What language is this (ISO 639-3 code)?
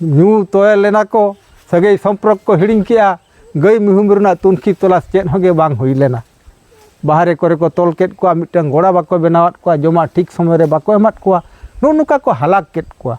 sat